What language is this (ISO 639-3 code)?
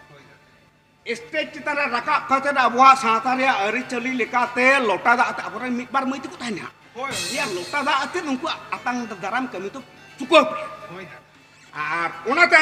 sat